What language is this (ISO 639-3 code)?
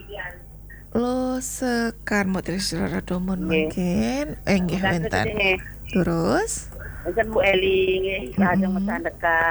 ban